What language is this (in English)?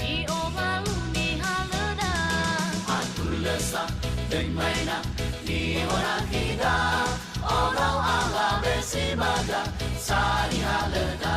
Nias